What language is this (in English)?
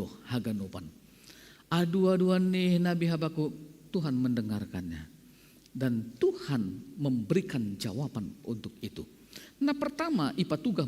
Batak Simalungun